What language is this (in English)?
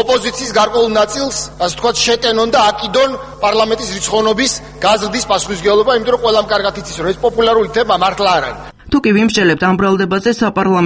Georgian